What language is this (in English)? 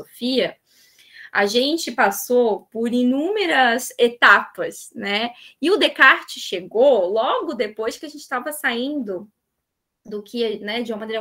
Portuguese